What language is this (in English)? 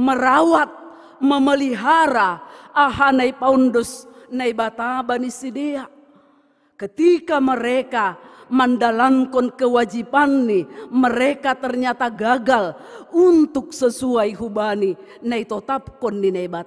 Batak Simalungun